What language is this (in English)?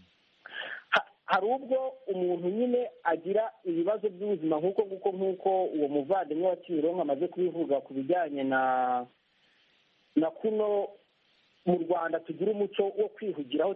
Kinyarwanda